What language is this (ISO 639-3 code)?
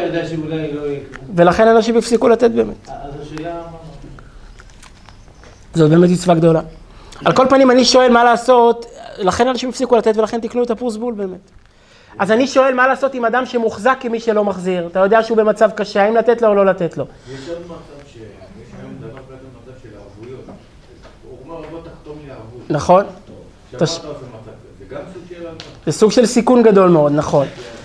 heb